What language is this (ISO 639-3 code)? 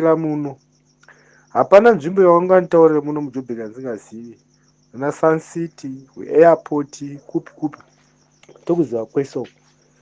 sna